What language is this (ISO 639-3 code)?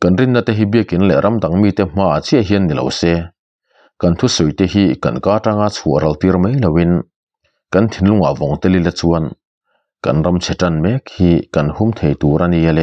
lus